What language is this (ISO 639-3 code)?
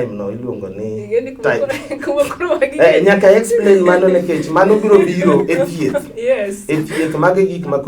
luo